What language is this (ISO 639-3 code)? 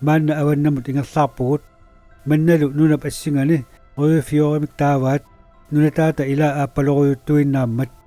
kal